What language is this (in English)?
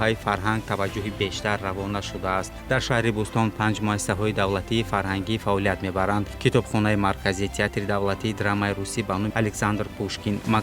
Tajik